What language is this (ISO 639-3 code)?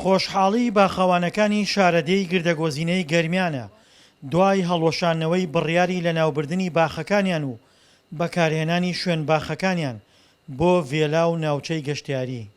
ckb